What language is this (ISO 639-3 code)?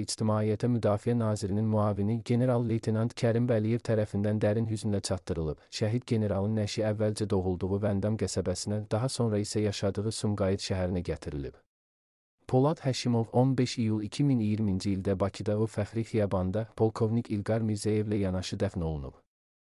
aze